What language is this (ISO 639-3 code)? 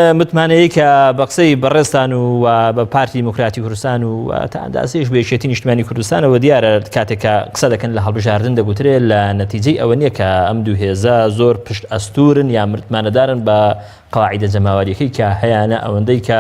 ckb